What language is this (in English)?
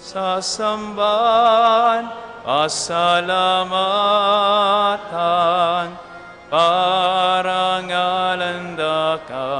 Pampanga